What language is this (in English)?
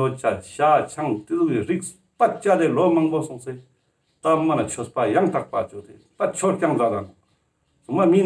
Ladakhi